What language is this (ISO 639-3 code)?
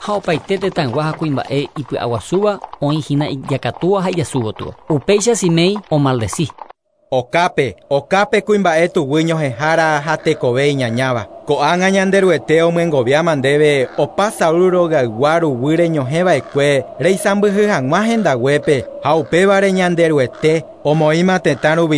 grn